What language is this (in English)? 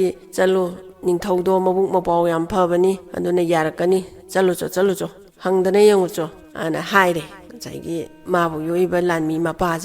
Manipuri